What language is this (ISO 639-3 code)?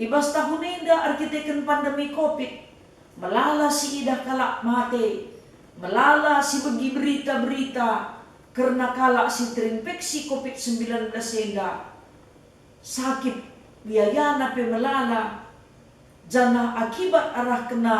btx